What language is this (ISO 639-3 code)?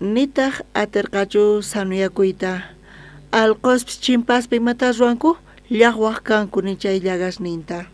quh